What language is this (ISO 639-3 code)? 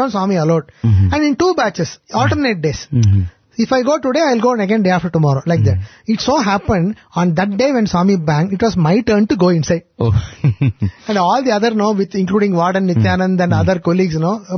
eng